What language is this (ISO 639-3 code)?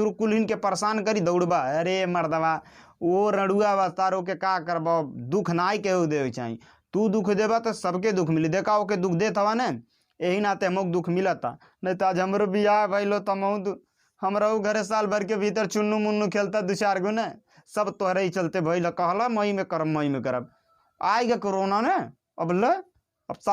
bho